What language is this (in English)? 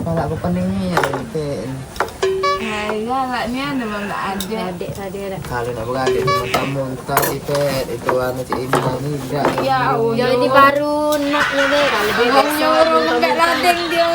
Musi